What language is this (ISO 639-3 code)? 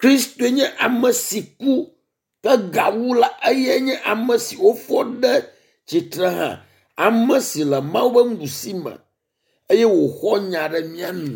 ewe